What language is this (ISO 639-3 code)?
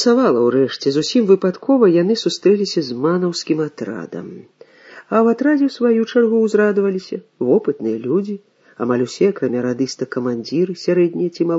bel